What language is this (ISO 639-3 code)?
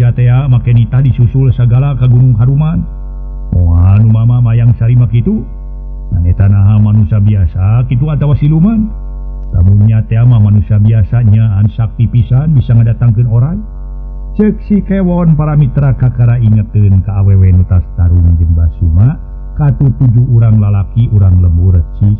sun